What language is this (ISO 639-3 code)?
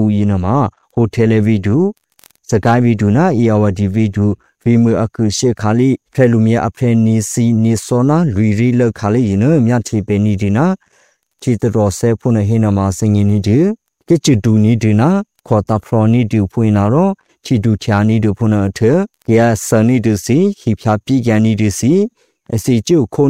mya